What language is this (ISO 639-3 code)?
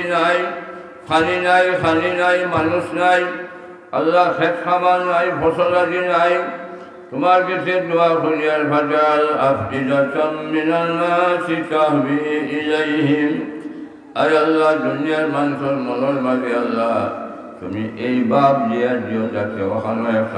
syl